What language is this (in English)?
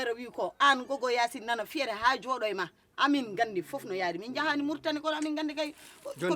Fula